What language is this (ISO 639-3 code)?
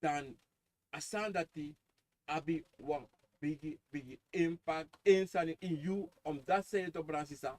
srn